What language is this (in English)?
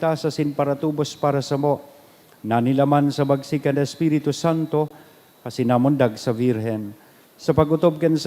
Bikol